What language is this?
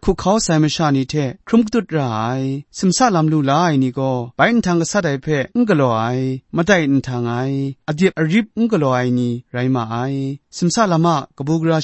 Kachin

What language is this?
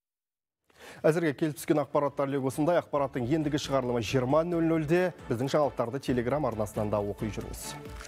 Kazakh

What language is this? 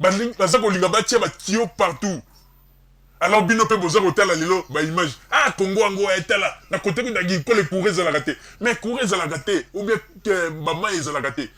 Lingala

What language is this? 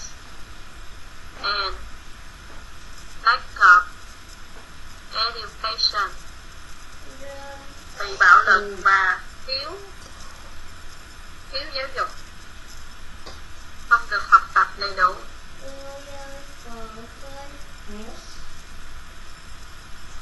Vietnamese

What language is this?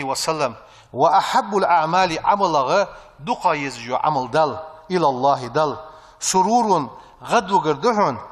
Ingush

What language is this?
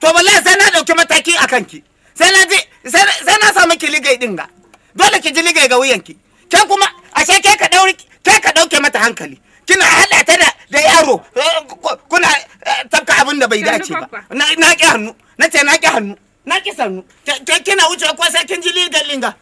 Hausa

